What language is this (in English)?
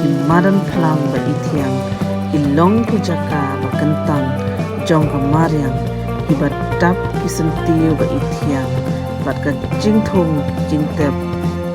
Khasi